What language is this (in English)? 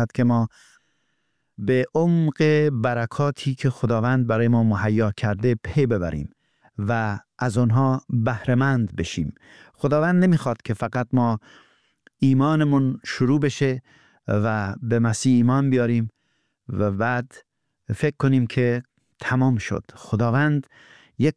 Persian